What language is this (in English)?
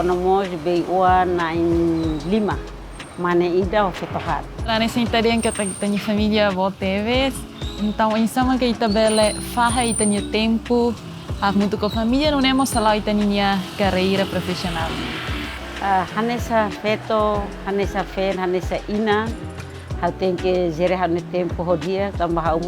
Tetum